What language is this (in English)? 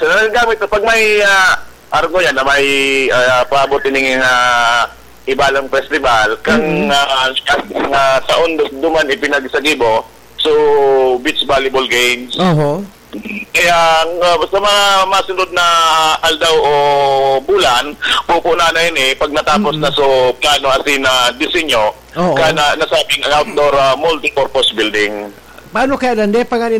Bikol